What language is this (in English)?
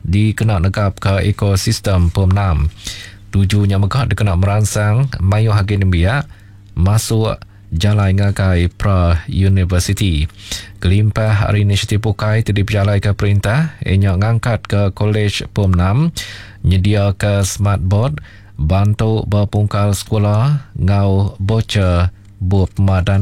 Iban